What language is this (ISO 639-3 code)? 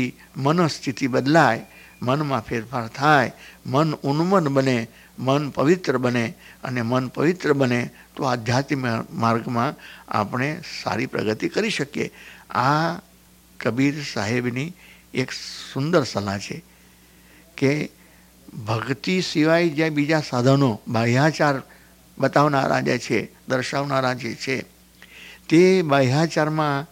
guj